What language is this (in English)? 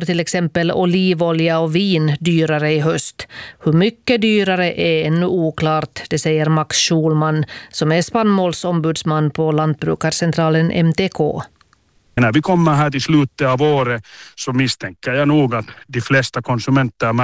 Swedish